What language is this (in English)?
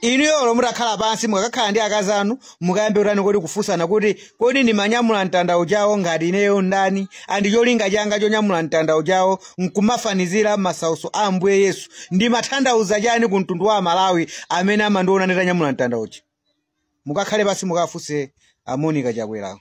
Nyanja